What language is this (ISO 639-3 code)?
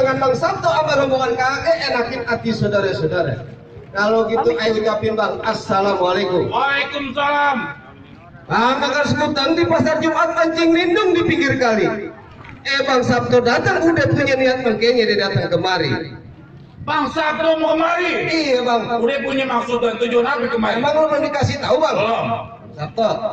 bew